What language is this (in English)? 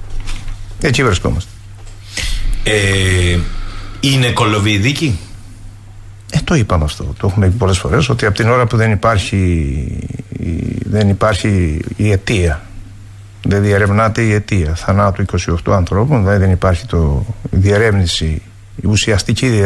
Greek